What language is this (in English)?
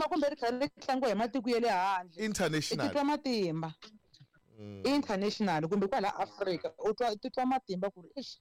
Tsonga